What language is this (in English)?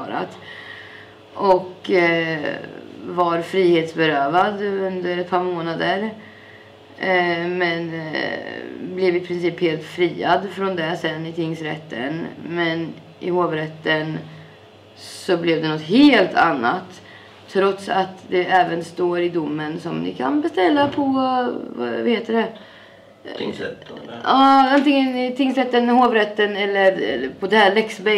Swedish